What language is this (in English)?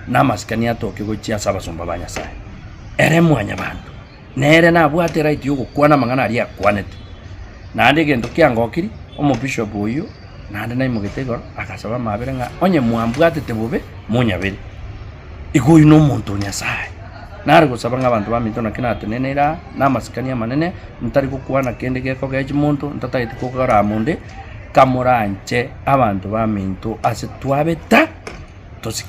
Gusii